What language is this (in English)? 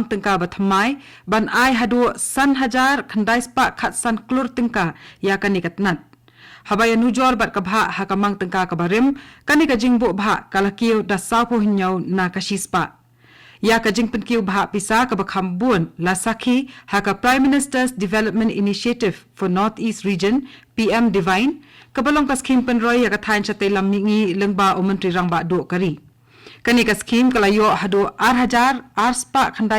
Khasi